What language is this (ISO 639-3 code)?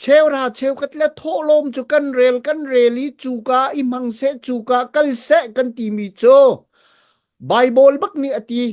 cnh